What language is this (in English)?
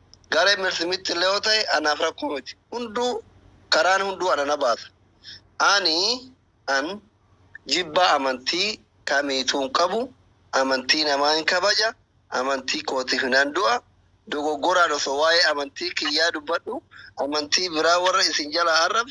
Oromo